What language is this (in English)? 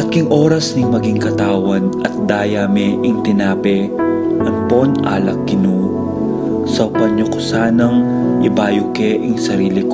Pampanga